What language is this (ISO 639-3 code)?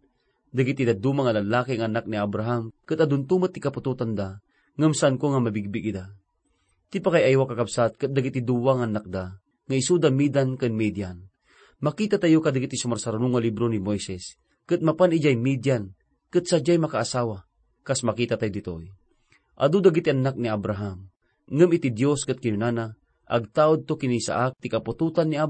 ilo